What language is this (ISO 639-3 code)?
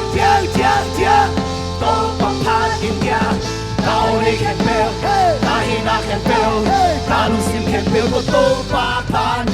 ctd